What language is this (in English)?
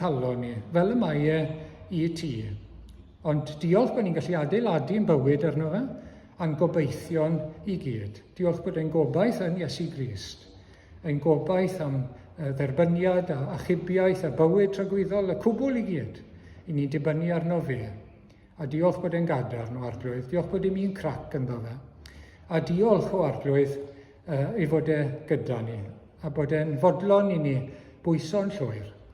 Welsh